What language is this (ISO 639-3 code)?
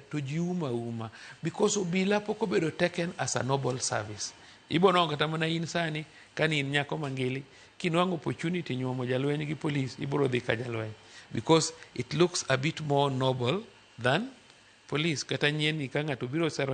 luo